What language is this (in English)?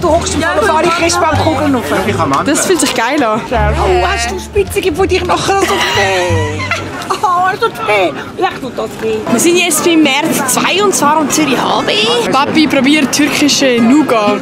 Swiss German